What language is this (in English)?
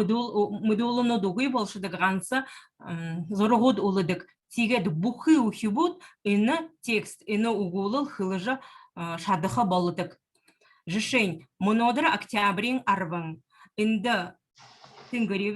Buriat